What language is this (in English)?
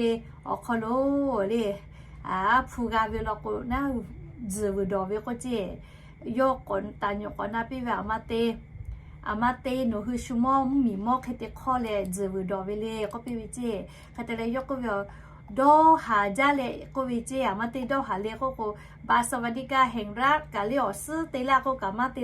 Lahu